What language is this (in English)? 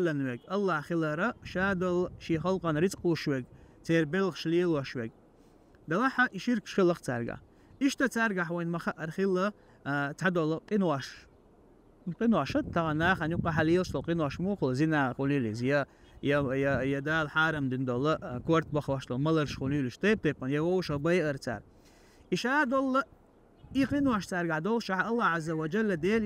Chechen